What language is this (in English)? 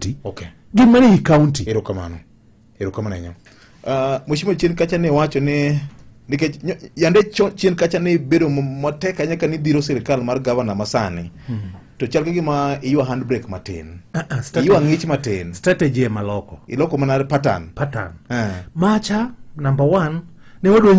Luo (Kenya and Tanzania)